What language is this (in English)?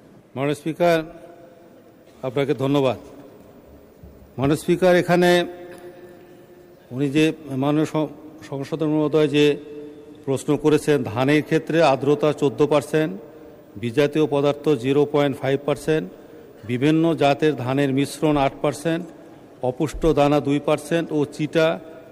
Bangla